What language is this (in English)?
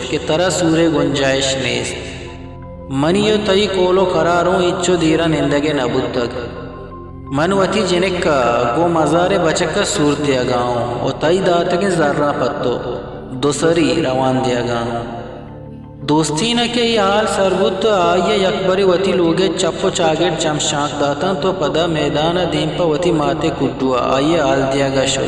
Eastern Balochi